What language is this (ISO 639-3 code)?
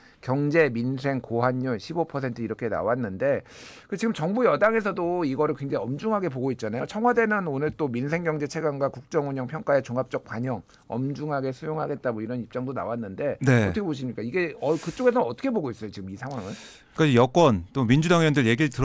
kor